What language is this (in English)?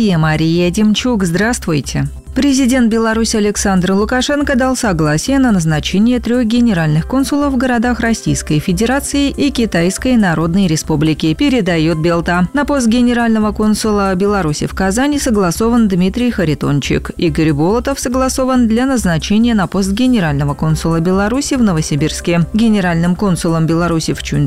Russian